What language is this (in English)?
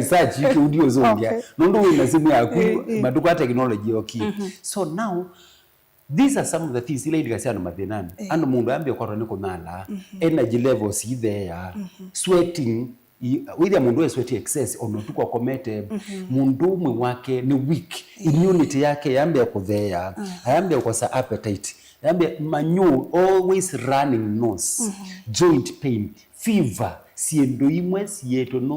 Kamba